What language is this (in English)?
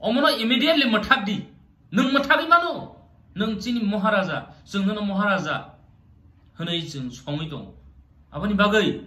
Kok Borok